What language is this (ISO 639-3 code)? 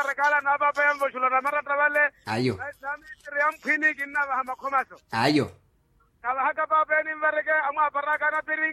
vmw